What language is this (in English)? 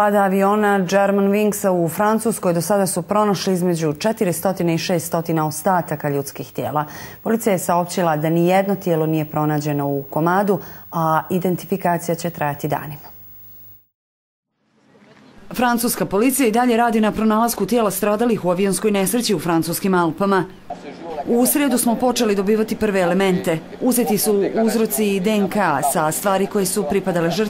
Bosnian